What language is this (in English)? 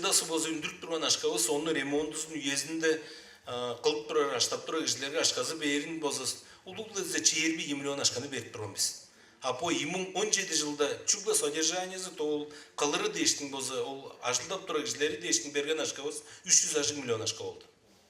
Tuvinian